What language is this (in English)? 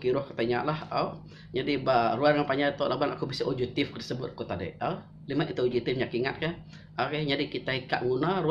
Iban